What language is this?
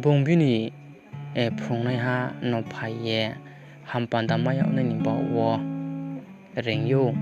Riang (India)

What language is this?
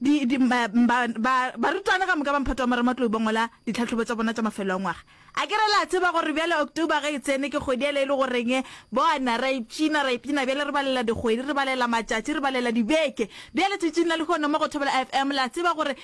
Northern Sotho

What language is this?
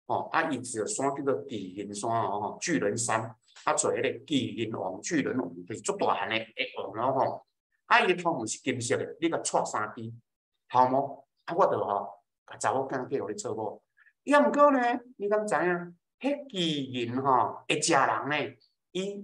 Min Nan Chinese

